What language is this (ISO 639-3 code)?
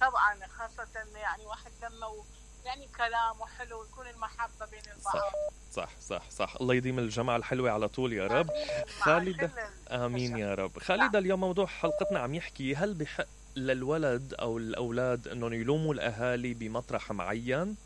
acm